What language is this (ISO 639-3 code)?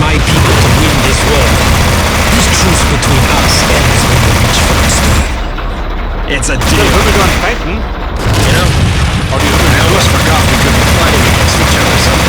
bar